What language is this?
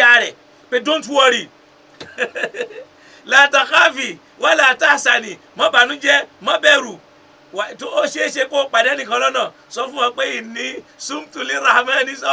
Yoruba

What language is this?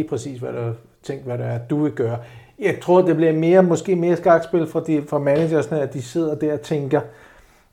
Danish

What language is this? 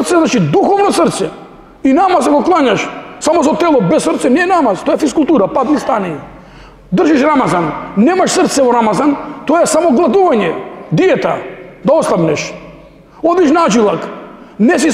Macedonian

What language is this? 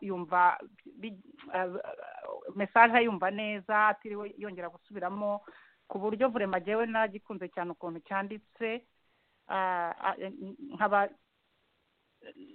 Kinyarwanda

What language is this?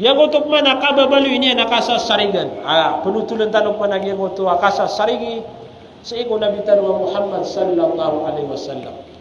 Maranao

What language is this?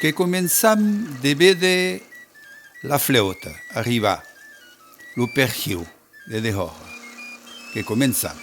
Occitan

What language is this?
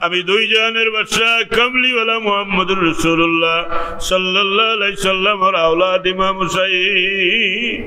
Sylheti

